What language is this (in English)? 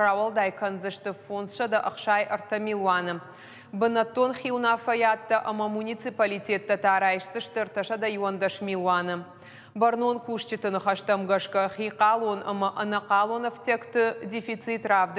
Ossetic